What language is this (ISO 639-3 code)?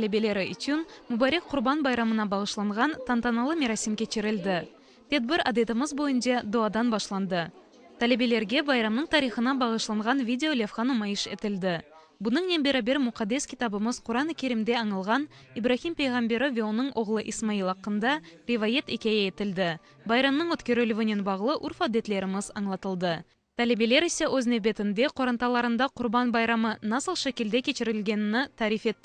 crh